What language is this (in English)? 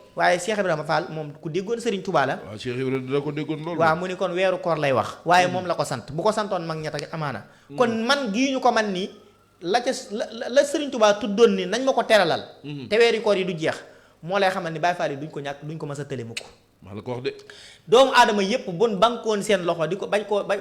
Wolof